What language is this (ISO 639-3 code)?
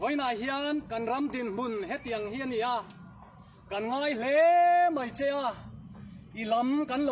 lus